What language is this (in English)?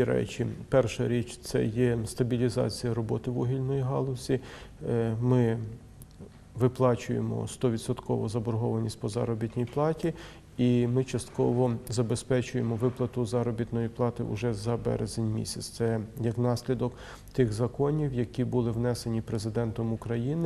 Ukrainian